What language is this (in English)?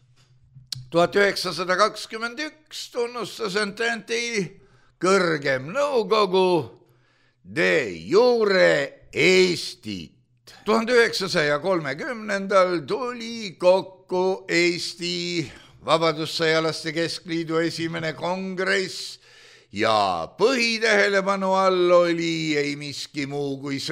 Estonian